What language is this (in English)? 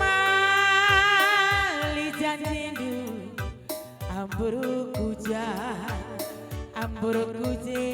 Batak Karo